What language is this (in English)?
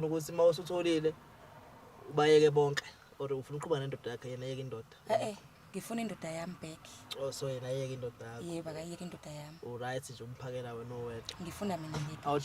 Zulu